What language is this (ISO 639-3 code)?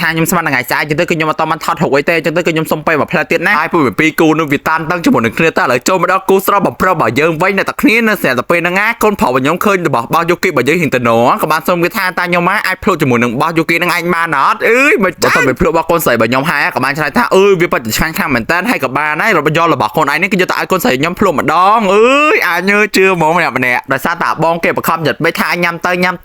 khm